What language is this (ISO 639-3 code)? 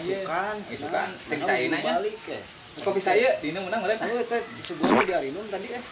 sun